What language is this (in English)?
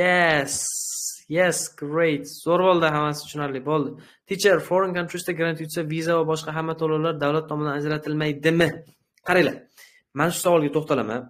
Uzbek